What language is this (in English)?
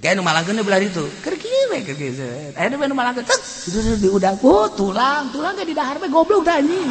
Sundanese